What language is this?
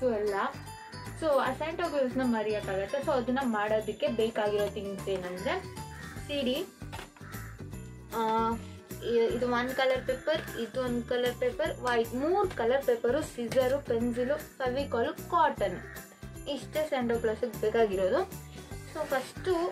Kannada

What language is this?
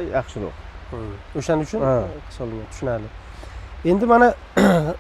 Uzbek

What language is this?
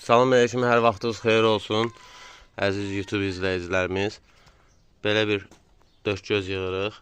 Azerbaijani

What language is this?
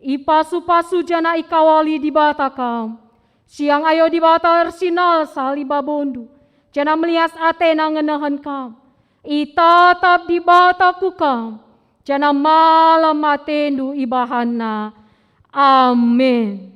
Batak Karo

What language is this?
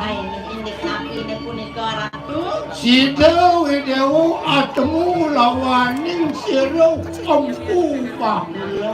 Balinese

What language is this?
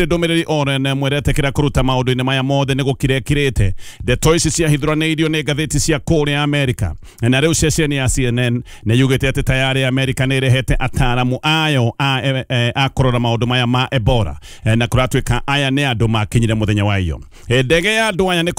Kikuyu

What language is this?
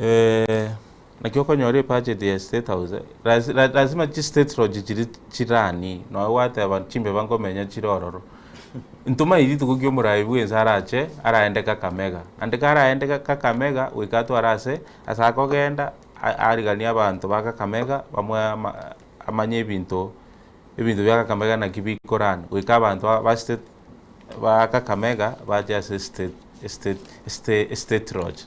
Gusii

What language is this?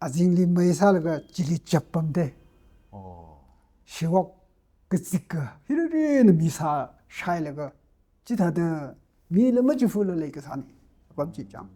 Tangkhul Naga (India)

